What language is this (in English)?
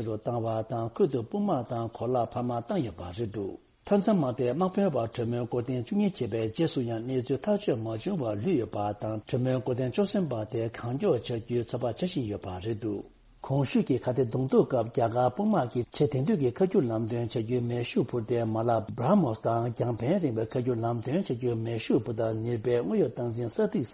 Tibetan